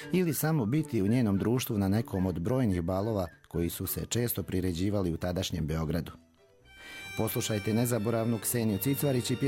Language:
Serbian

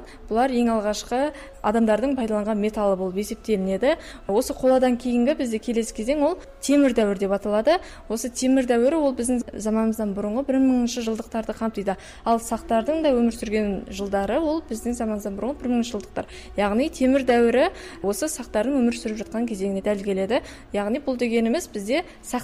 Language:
Kazakh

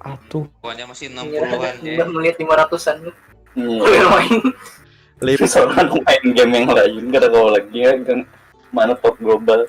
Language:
Banjar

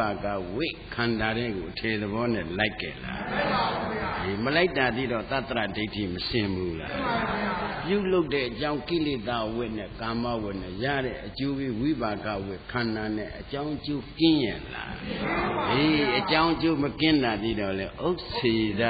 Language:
Burmese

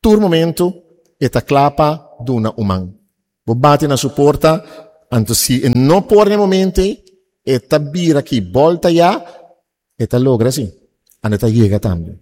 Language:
Papiamento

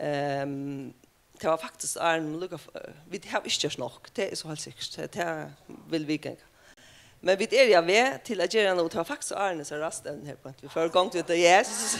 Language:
Faroese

